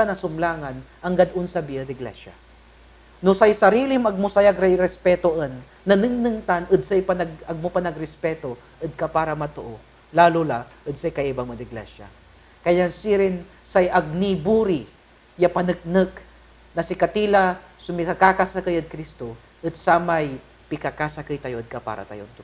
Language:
Pangasinan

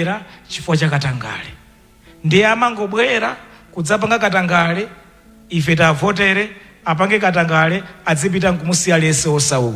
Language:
Nyanja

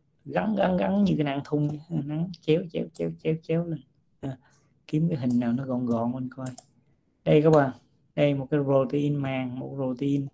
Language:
Vietnamese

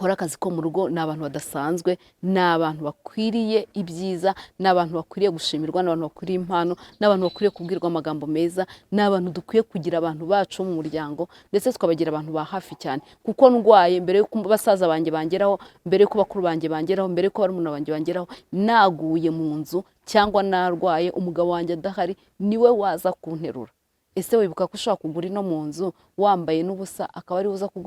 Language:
Kinyarwanda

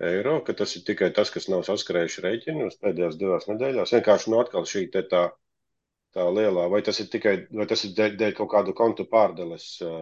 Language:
Latvian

